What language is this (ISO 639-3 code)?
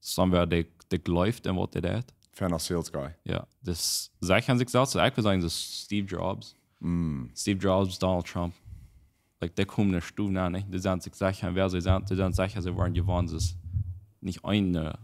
pdt